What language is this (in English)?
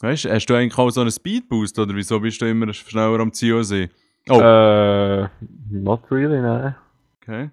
Swiss German